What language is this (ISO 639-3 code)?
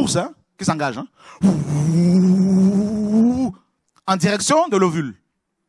fra